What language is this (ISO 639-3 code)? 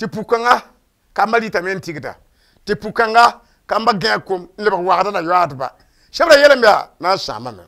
mos